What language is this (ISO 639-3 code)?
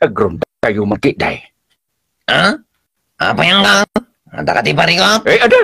ilo